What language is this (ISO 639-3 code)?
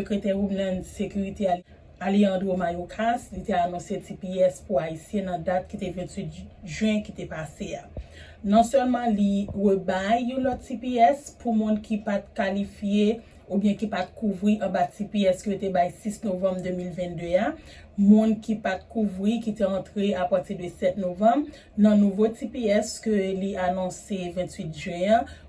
hat